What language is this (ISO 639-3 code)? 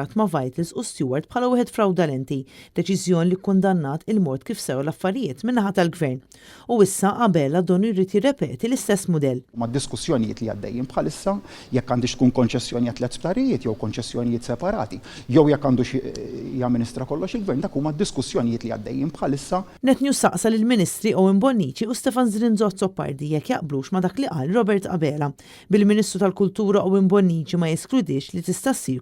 mlt